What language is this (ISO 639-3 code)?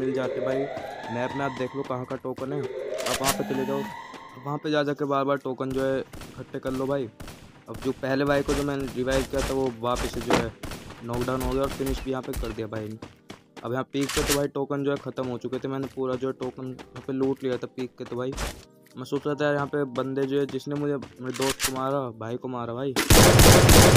hin